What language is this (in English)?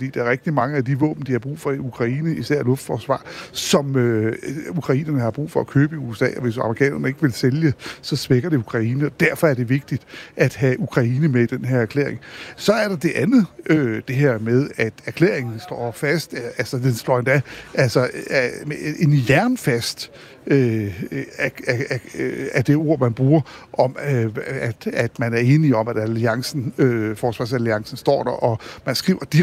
Danish